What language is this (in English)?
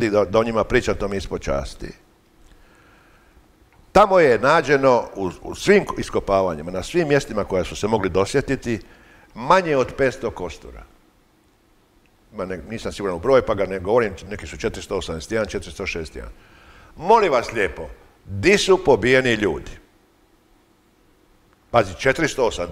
Croatian